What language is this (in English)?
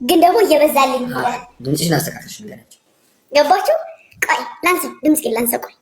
Amharic